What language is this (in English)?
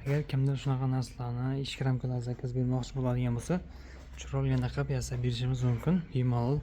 Uzbek